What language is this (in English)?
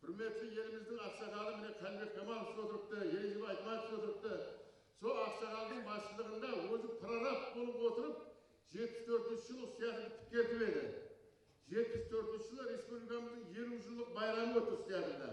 Kara-Kalpak